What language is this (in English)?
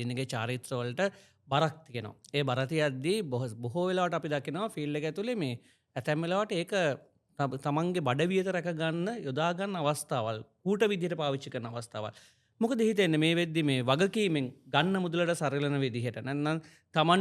Sinhala